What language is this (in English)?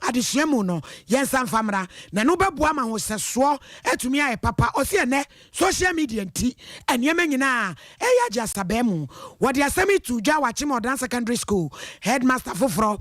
Akan